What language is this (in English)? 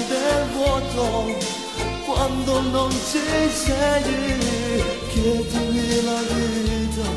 Italian